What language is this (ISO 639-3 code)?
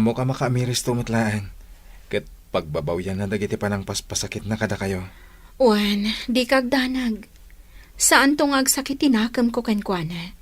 ilo